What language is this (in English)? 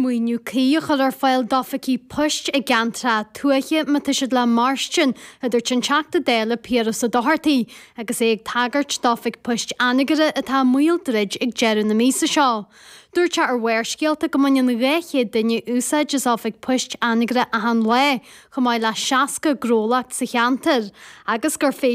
Irish